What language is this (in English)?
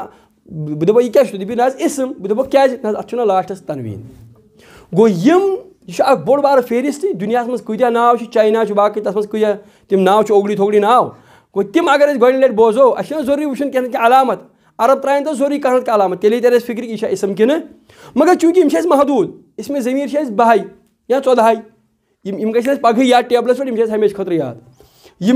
Kashmiri